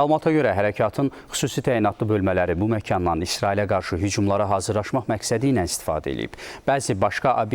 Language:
Azerbaijani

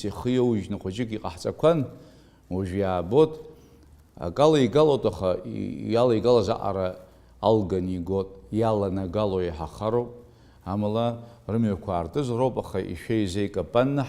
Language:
Abkhazian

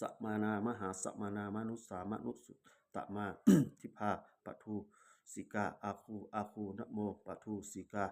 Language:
Pali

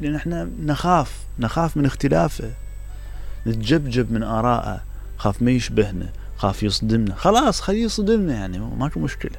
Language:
Mesopotamian Arabic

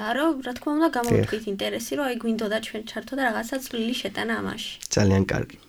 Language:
Georgian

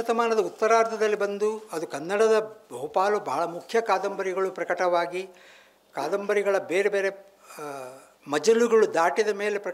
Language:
Kannada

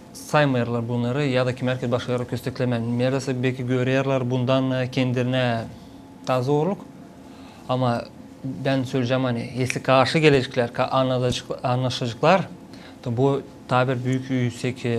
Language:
Gagauz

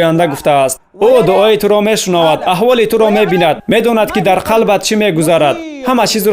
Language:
Tajik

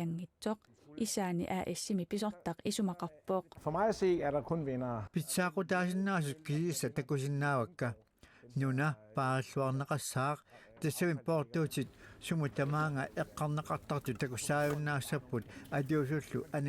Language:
Kalaallisut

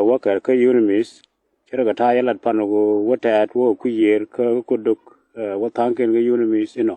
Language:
Nuer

